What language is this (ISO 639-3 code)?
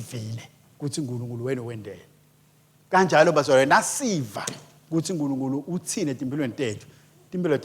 ssw